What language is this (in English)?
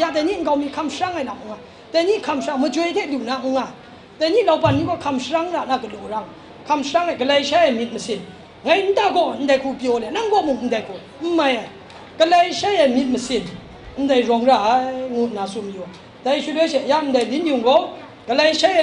Kachin